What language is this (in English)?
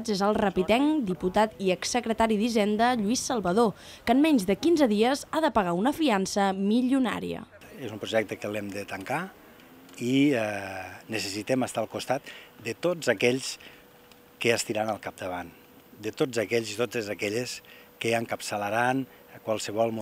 Catalan